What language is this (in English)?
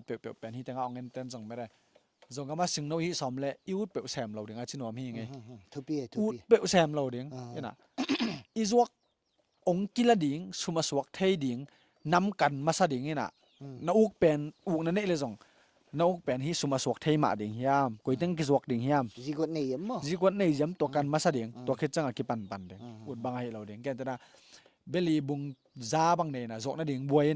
Tedim Chin